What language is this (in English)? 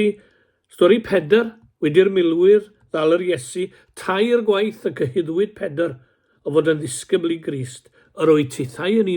Welsh